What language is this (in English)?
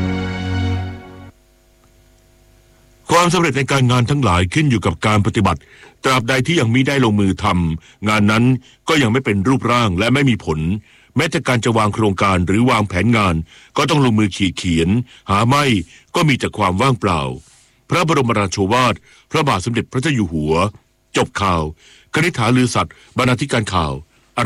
Thai